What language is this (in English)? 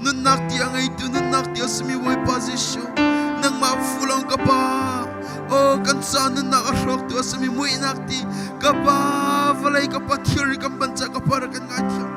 Hakha Chin